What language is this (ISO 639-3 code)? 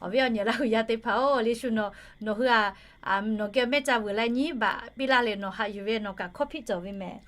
lhu